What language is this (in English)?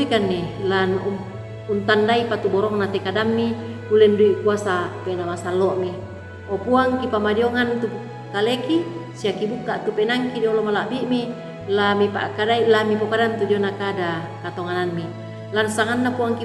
Toraja-Sa'dan